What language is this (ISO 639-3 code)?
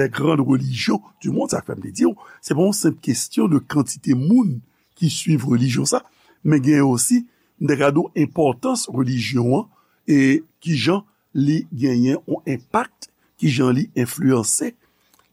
hat